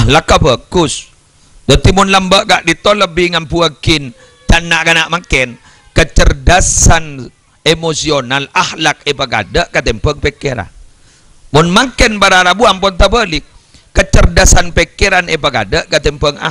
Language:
Madurese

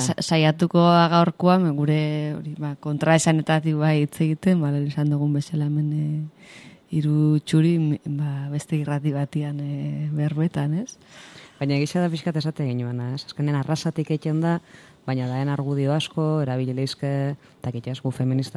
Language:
Basque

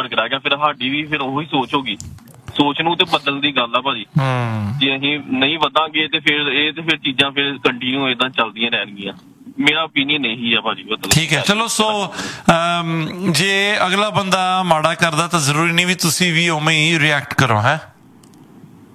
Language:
Punjabi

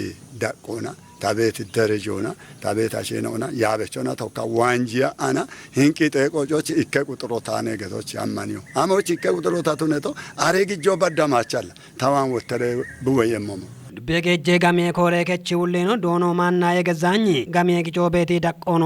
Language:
Kafa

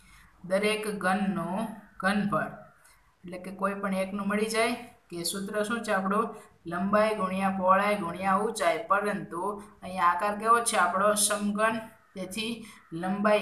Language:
Gujarati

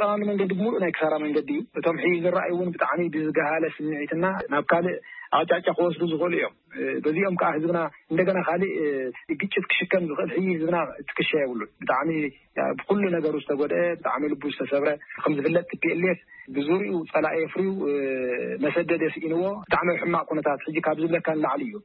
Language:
Tigrinya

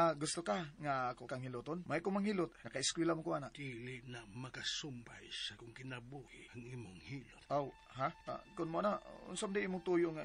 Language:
Cebuano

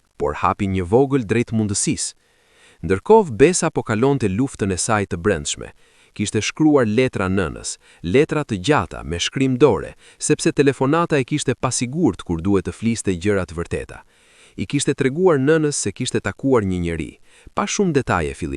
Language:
Albanian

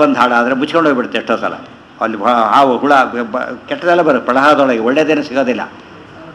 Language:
Kannada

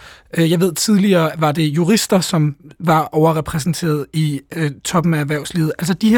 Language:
Danish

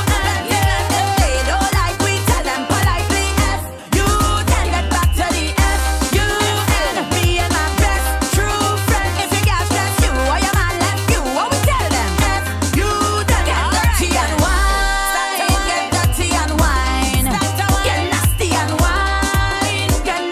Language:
English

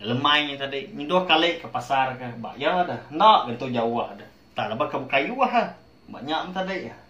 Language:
Iban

